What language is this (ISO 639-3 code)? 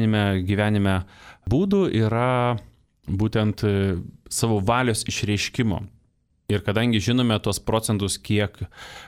lit